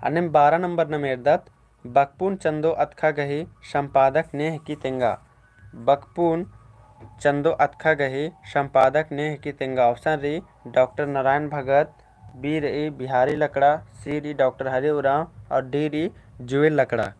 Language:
Kurukh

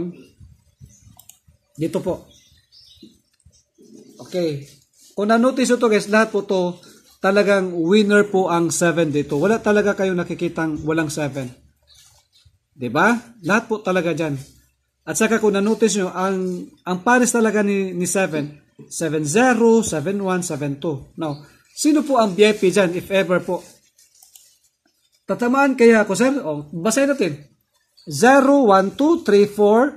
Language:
Filipino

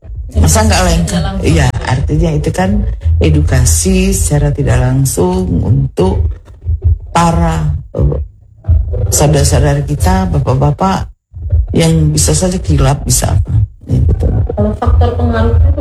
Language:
Indonesian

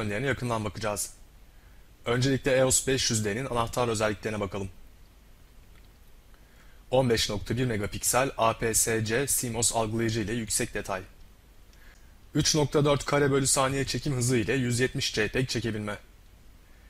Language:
Turkish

